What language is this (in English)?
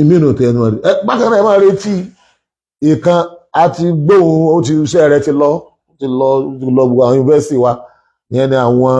Yoruba